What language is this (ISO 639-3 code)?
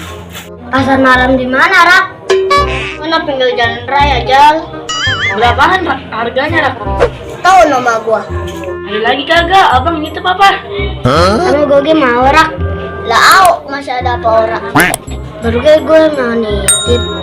bew